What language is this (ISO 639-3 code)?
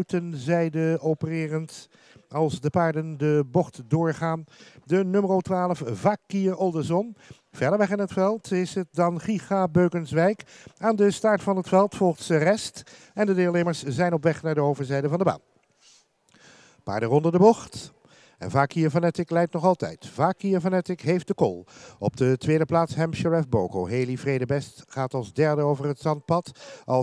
nld